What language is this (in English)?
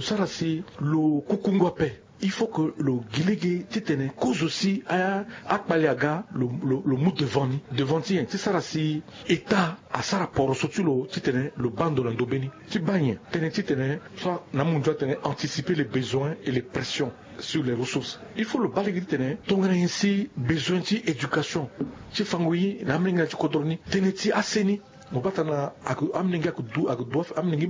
Sango